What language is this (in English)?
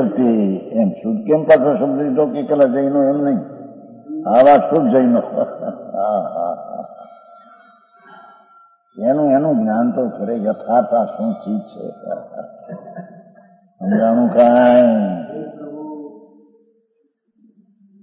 Gujarati